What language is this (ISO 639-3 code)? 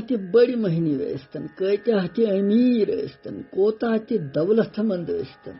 kas